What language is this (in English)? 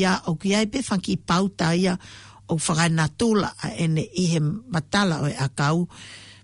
Tongan